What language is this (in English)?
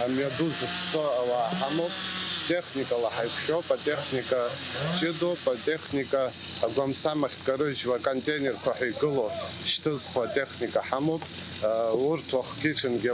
Abkhazian